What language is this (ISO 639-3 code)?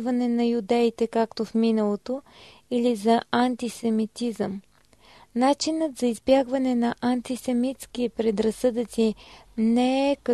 bul